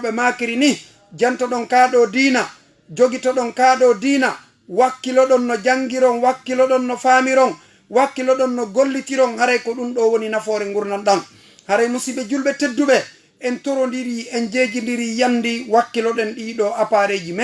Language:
Fula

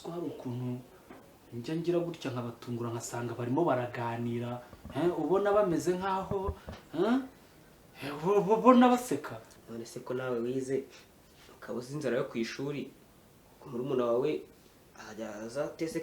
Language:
Kinyarwanda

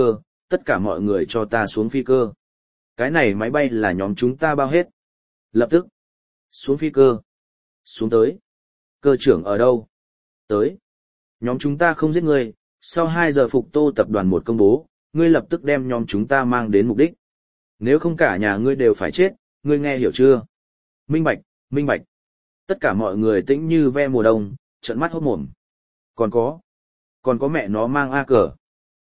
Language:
Vietnamese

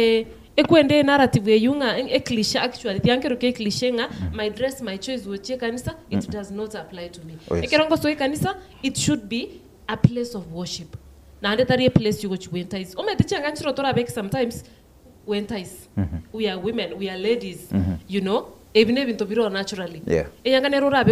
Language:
Gusii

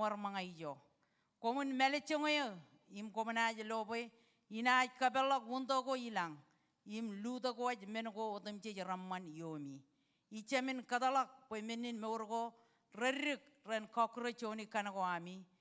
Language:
Marshallese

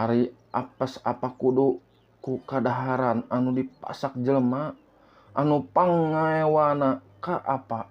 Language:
Sundanese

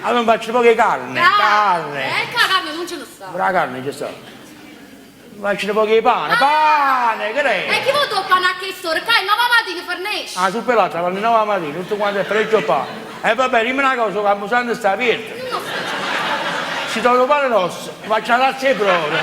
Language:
Neapolitan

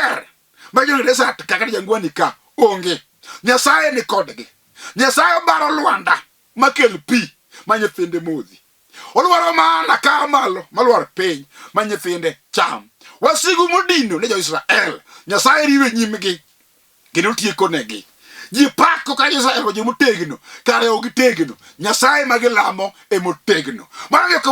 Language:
Luo (Kenya and Tanzania)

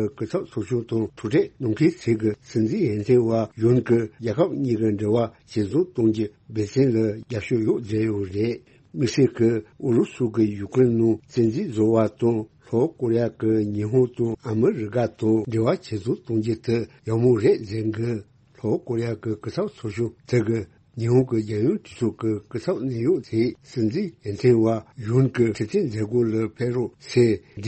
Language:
Tibetan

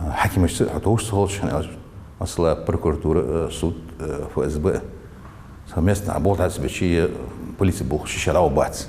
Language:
Ingush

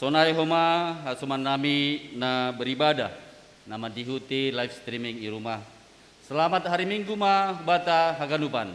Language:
Batak Simalungun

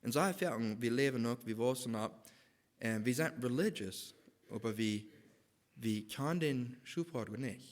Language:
Plautdietsch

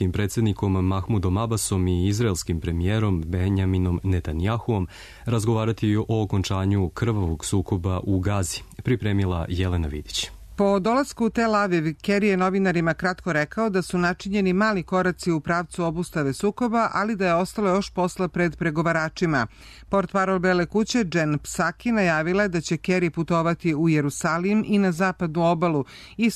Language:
Serbian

